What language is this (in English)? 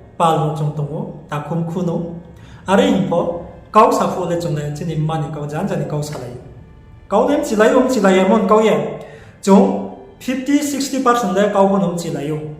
Riang (India)